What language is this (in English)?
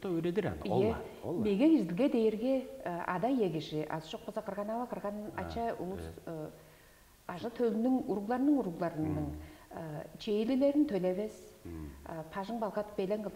Tuvinian